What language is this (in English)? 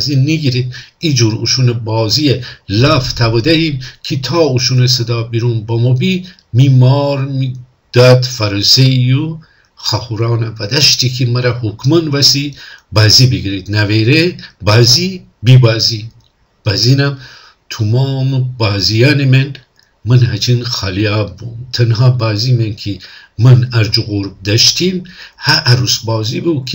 Gilaki